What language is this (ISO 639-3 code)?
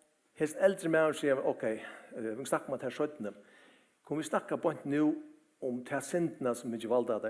fao